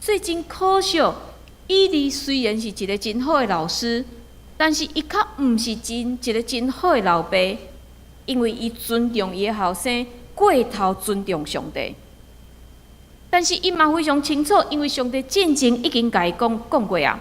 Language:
Min Nan Chinese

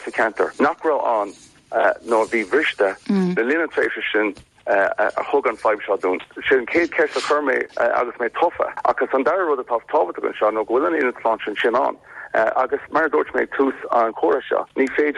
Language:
Irish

